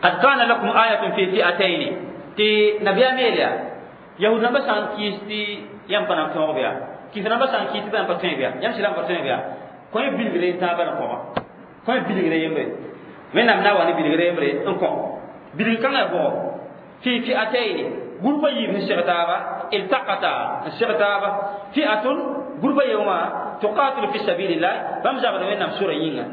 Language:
Mossi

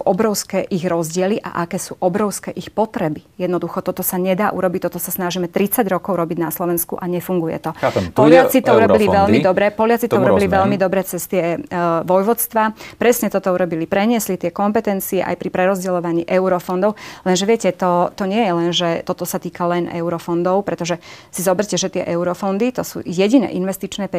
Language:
Slovak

